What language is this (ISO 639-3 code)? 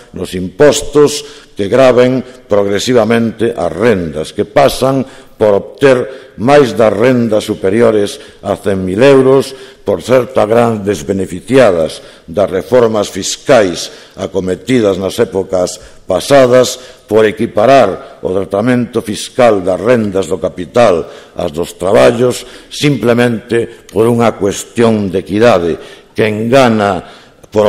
glg